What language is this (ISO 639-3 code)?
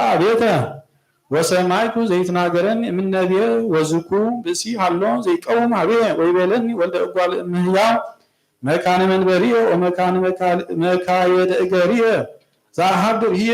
gez